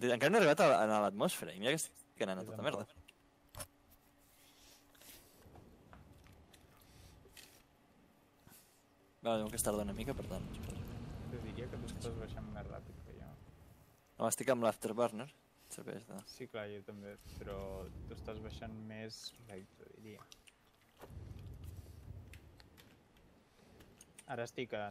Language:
Catalan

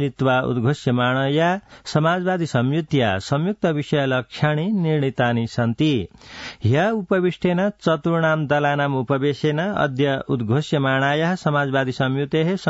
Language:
Sanskrit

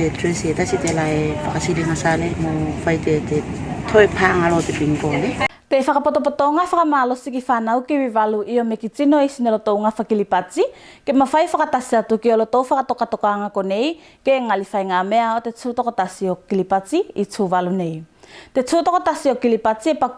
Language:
Tuvalu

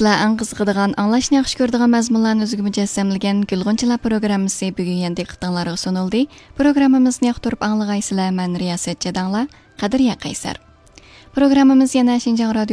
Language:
Uyghur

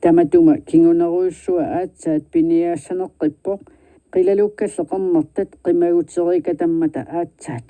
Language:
Kalaallisut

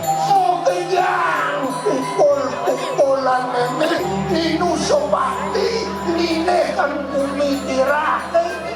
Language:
Balinese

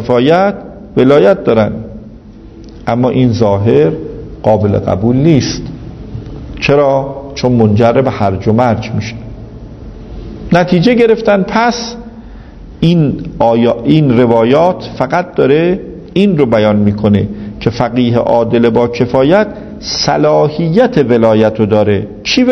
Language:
Persian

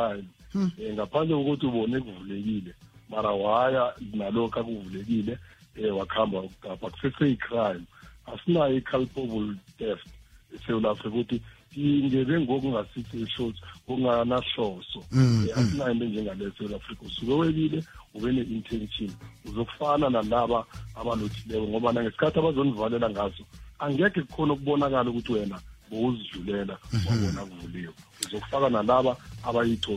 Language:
South Ndebele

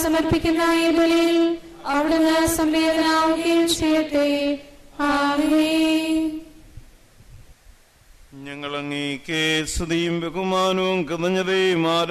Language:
Malayalam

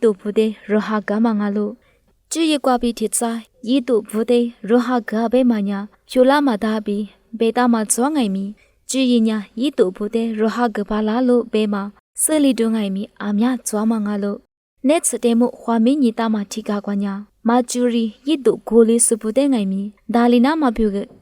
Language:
Lisu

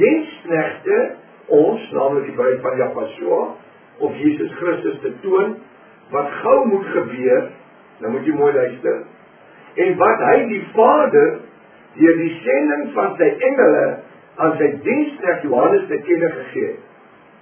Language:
Afrikaans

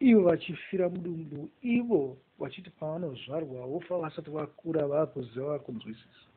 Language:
Shona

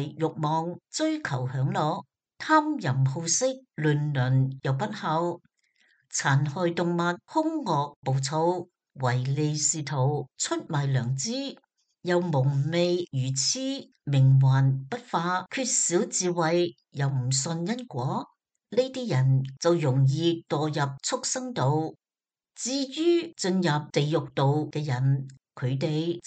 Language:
Cantonese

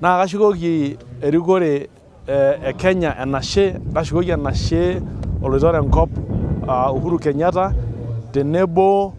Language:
Masai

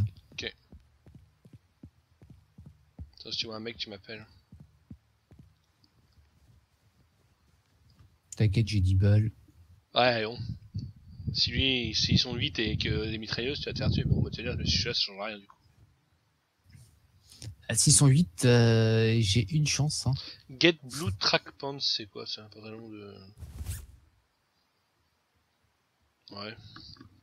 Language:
French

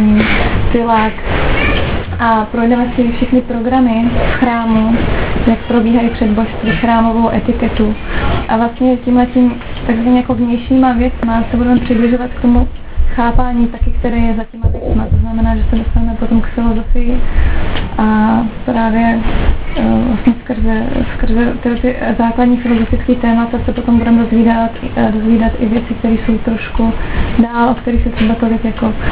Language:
Czech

